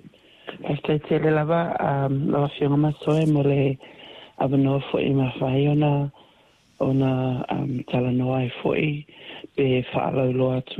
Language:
Samoan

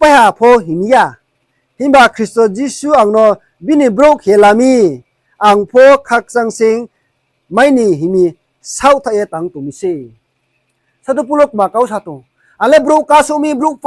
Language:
Riang (India)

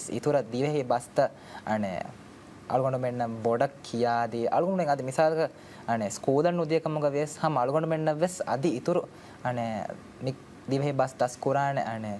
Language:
Divehi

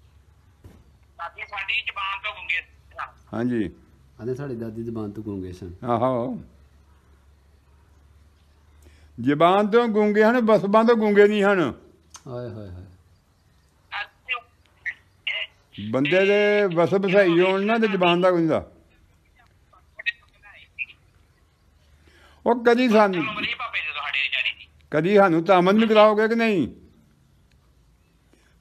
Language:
Punjabi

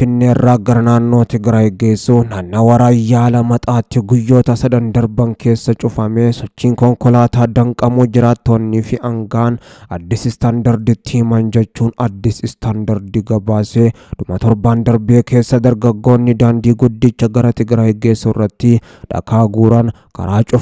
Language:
Oromo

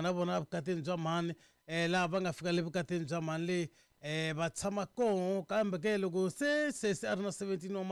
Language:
Tsonga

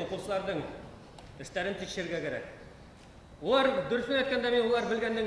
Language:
Bashkir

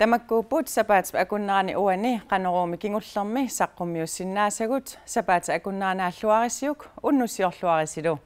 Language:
Kalaallisut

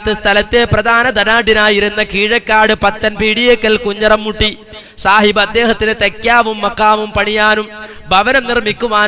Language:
Malayalam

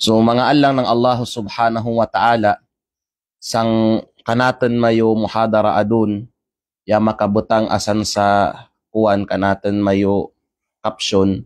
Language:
Kalagan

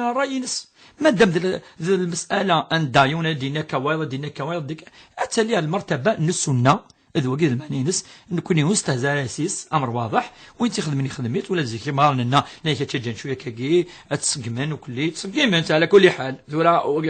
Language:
Kabyle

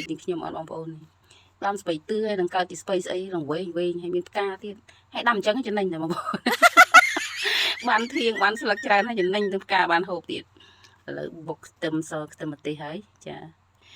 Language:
Khmer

